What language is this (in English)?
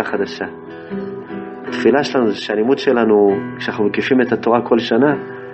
Hebrew